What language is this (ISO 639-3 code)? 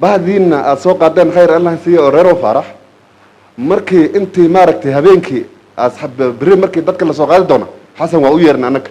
som